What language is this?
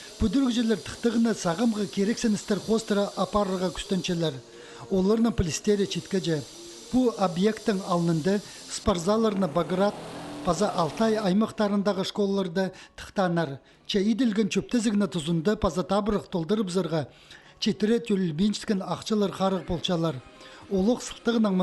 Khakas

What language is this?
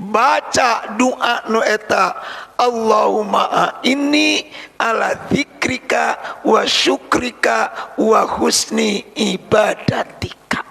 Sundanese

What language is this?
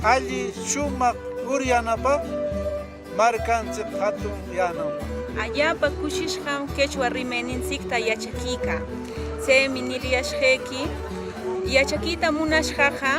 Corongo Ancash Quechua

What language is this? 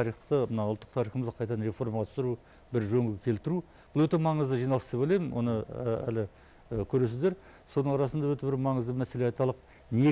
Kazakh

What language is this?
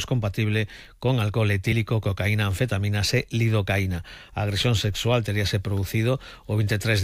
Galician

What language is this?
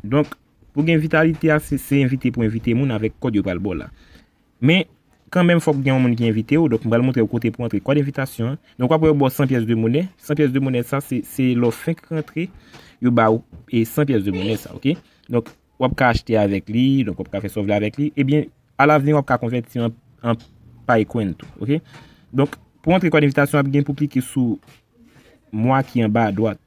Haitian Creole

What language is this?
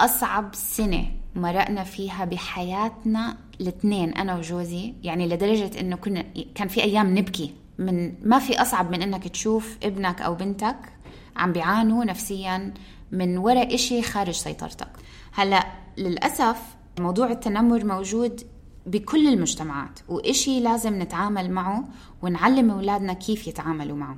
North Levantine Arabic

